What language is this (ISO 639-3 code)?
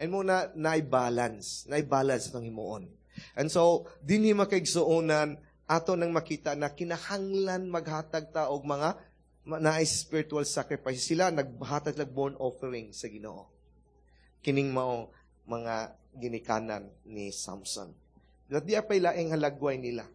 ceb